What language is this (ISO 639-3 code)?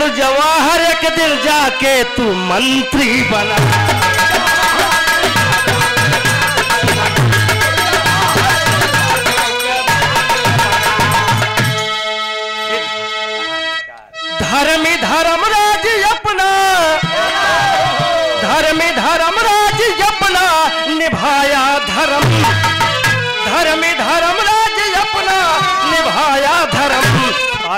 bho